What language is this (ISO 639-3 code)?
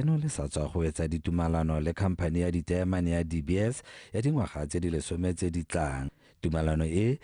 tsn